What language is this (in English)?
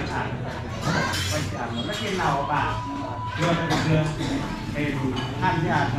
Central Mnong